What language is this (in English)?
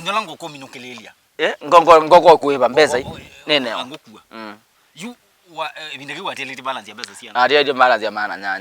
Kamba